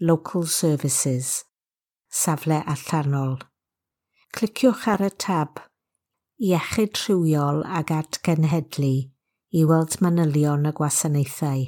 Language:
Welsh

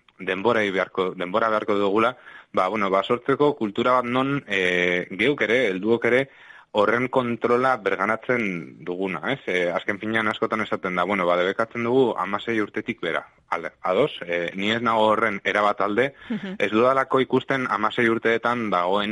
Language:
Basque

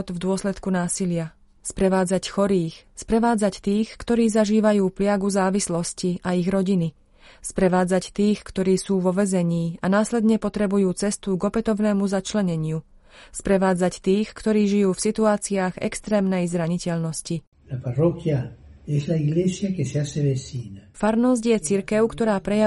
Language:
Slovak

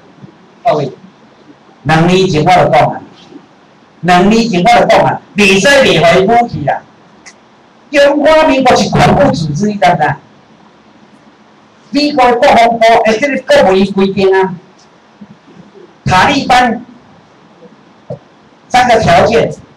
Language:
Chinese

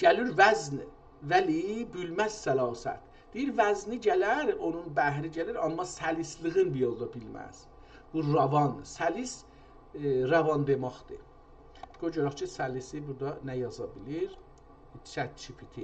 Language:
South Azerbaijani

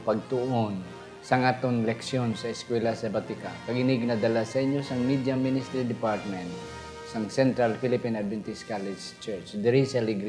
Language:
Hiligaynon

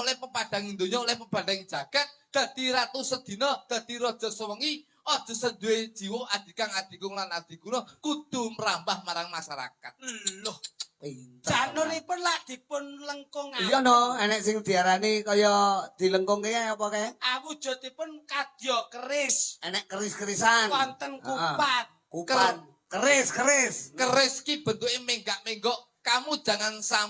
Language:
Javanese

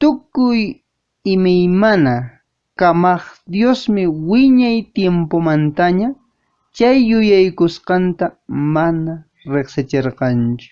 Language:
Quechua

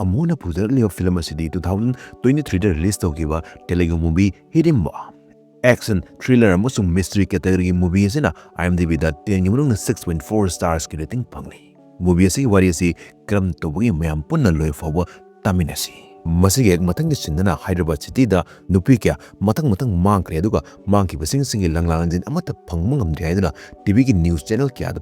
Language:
Manipuri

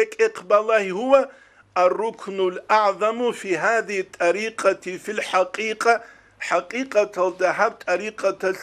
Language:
Avaric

